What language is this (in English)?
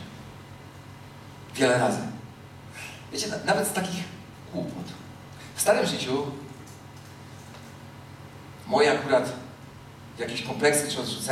Polish